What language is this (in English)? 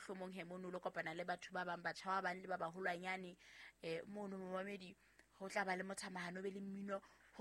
Southern Sotho